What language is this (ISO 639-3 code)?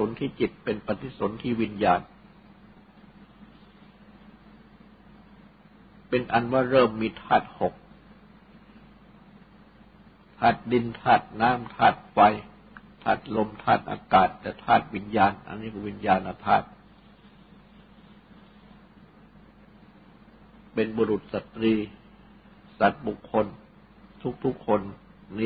tha